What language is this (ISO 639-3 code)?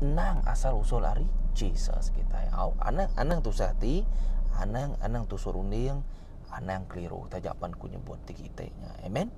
iba